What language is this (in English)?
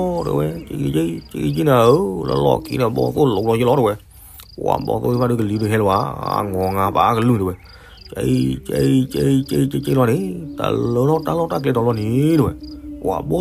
S'gaw Karen